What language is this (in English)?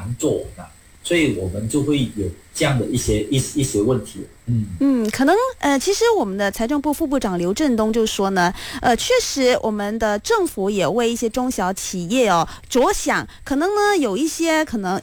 Chinese